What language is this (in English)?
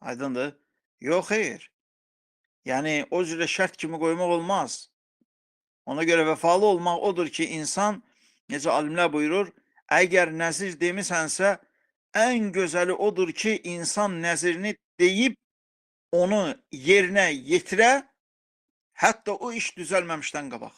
Azerbaijani